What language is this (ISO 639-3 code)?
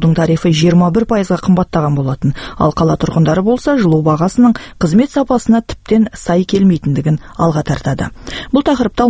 kaz